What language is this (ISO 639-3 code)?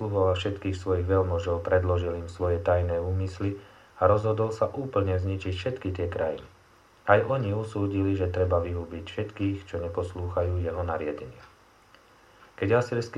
slk